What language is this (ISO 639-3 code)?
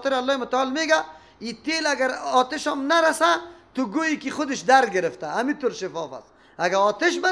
fas